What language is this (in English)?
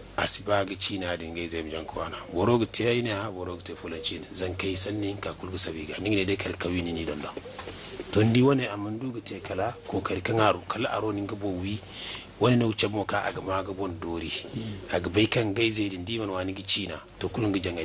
Zarma